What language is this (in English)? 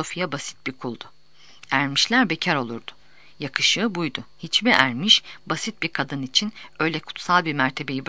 Turkish